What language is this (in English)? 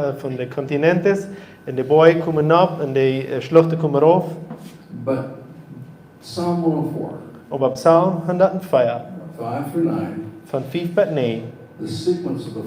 Plautdietsch